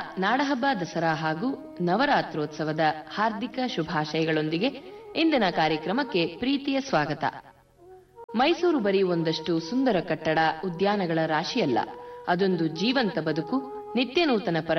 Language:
Kannada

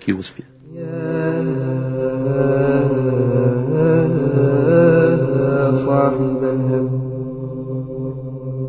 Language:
Bosnian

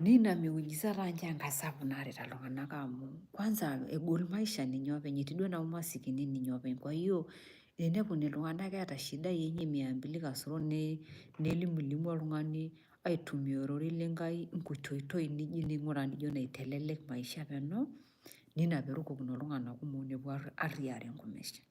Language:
Masai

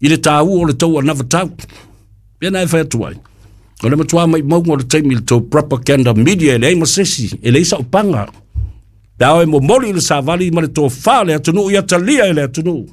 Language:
Samoan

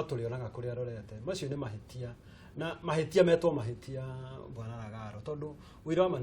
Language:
Kikuyu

